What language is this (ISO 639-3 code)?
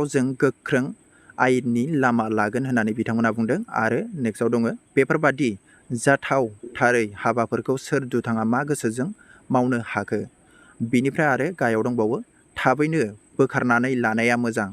brx